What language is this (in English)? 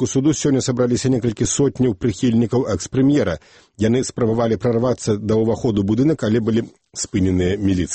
Belarusian